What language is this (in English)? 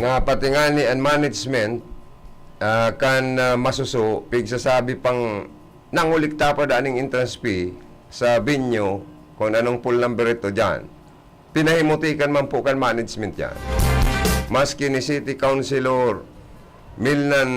Bikol